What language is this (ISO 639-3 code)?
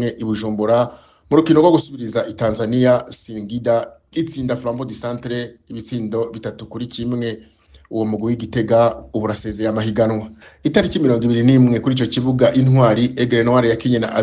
run